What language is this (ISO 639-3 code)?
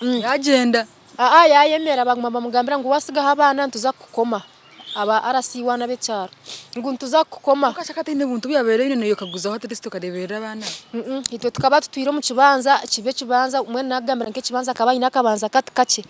nyn